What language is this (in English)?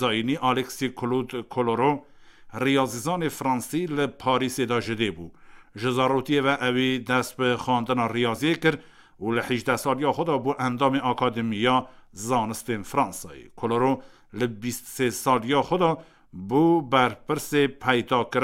Kurdish